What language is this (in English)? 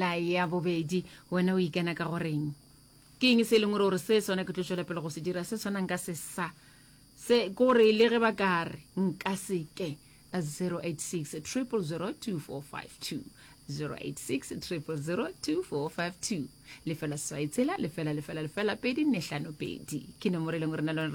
Northern Sotho